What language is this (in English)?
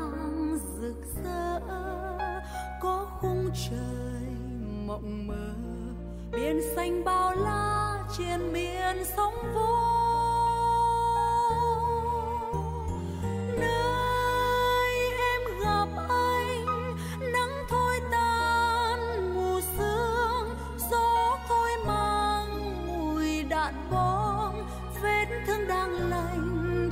Vietnamese